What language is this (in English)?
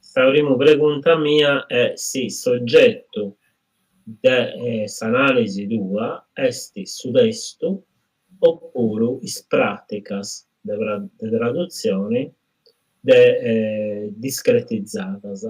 Sardinian